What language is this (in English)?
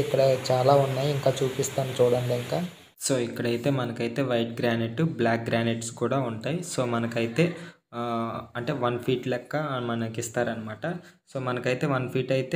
Telugu